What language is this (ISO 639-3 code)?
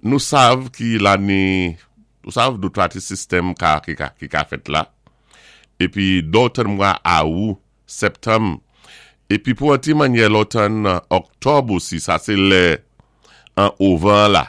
acf